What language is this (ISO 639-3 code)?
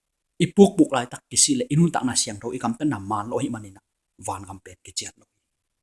ctd